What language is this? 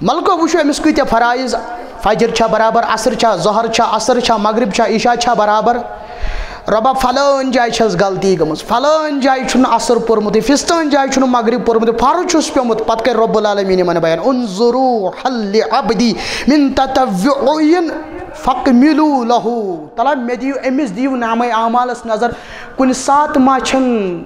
Kashmiri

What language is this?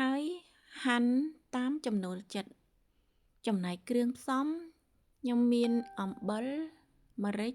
Khmer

